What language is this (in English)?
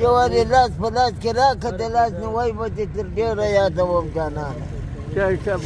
Pashto